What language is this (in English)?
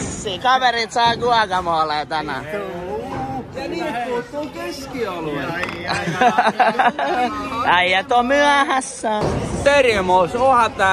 Finnish